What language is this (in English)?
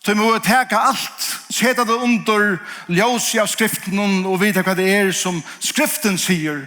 Faroese